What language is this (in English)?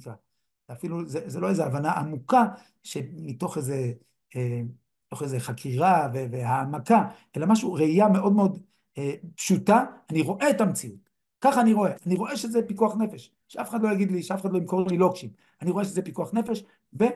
Hebrew